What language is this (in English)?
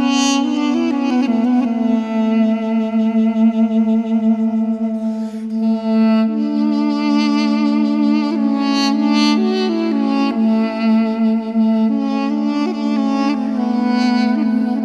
Crimean Tatar